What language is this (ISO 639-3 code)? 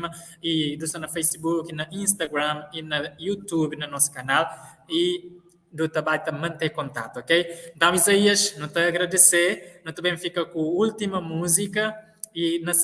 kea